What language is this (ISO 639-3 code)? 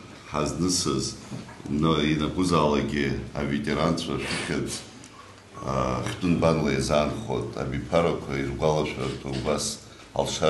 abk